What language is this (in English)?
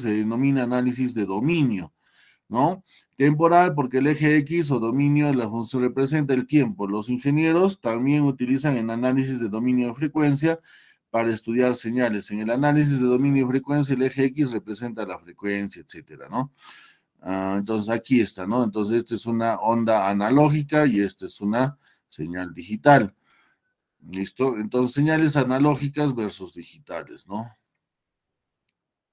Spanish